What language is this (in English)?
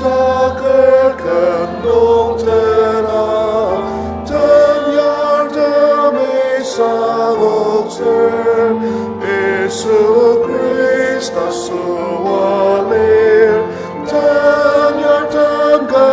Ao Naga